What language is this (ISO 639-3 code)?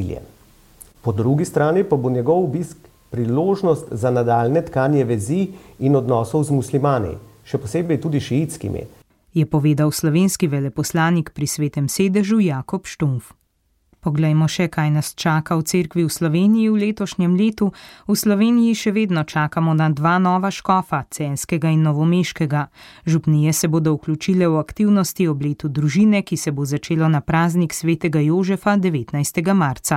slv